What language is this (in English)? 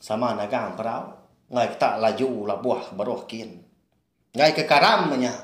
Iban